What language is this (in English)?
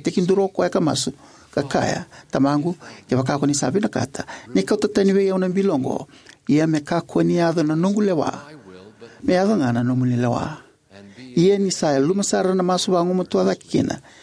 Fijian